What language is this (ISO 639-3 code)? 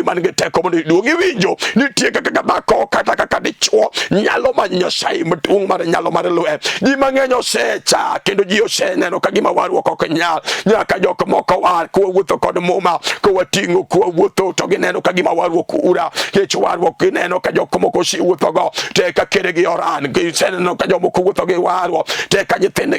luo